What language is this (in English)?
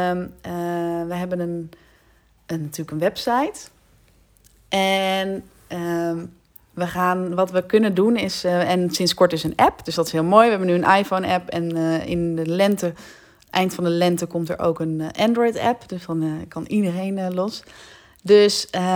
Dutch